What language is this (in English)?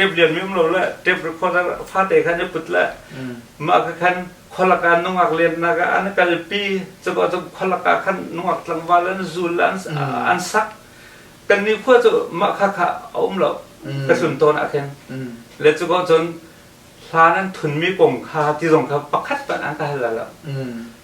Hakha Chin